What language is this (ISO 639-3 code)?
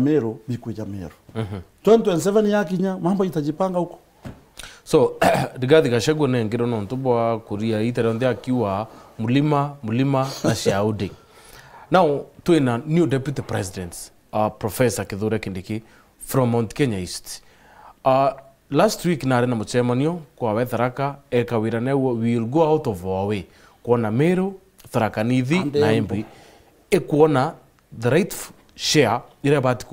mer